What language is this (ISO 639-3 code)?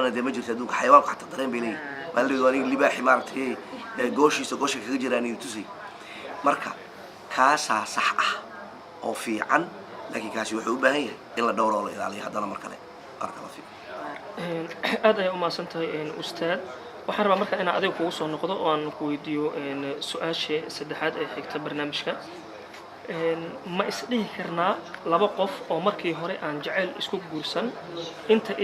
som